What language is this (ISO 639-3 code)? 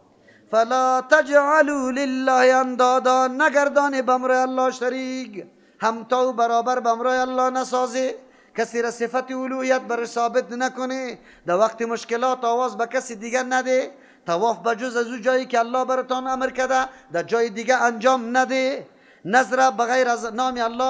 fas